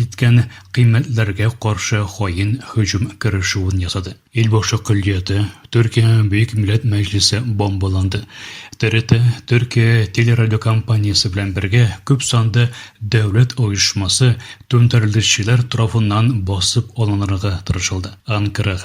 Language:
Tatar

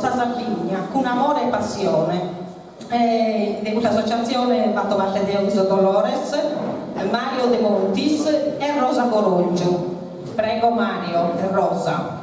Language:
Sardinian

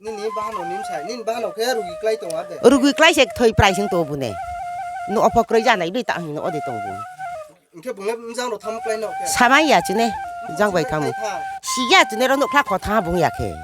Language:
Riang (India)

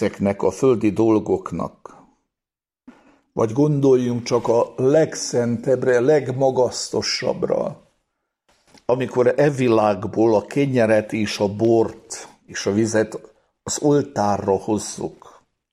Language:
Hungarian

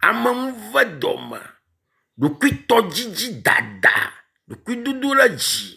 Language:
Ewe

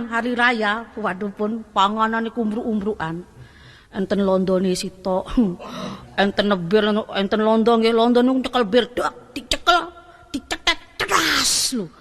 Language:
Javanese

